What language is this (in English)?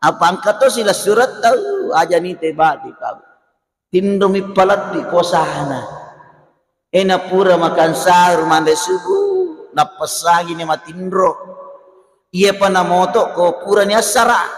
Buginese